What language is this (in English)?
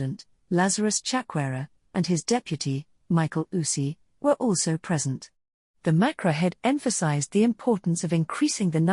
English